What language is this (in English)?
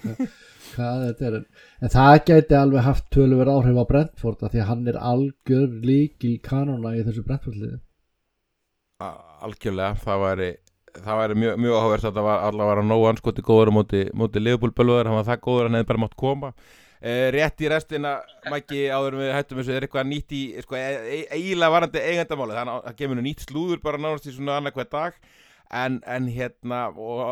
Icelandic